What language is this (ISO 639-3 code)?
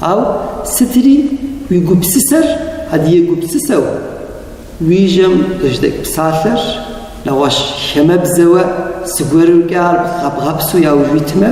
kbd